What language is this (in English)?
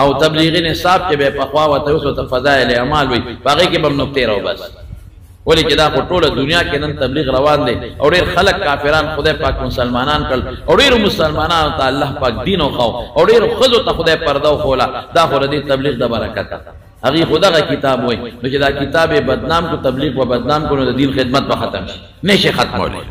Pashto